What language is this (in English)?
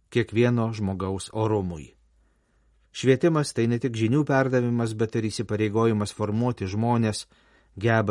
Lithuanian